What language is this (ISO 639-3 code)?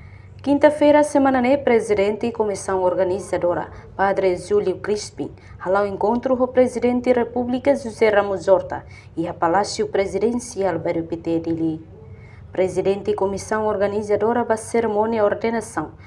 tet